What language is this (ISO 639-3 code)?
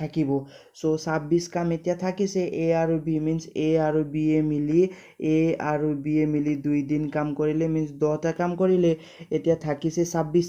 asm